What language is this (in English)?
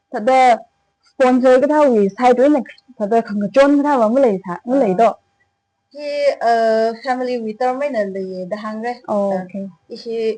Tangkhul Naga (India)